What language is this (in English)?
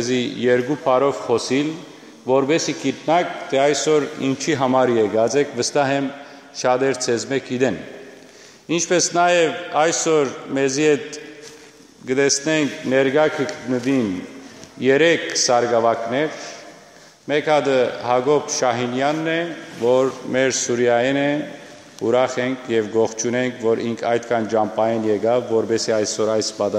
Western Armenian